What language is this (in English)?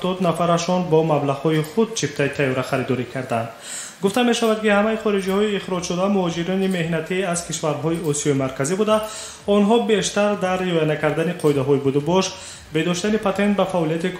Tajik